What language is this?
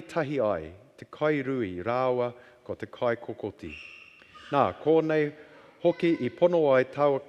Māori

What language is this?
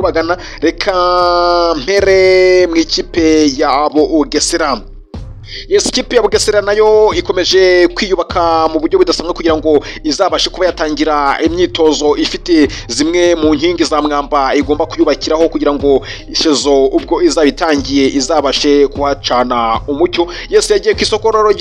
Kinyarwanda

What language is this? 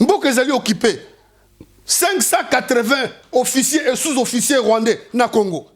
Lingala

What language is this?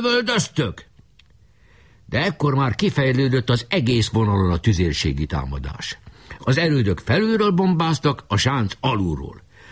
Hungarian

